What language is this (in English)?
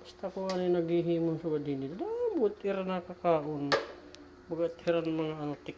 Waray